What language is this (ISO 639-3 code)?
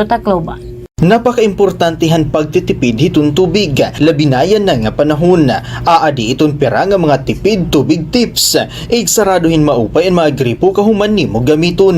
war